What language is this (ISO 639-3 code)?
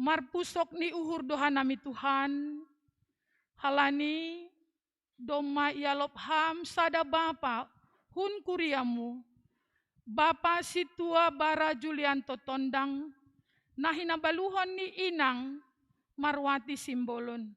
bts